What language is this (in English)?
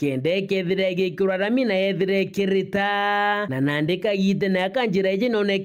Meru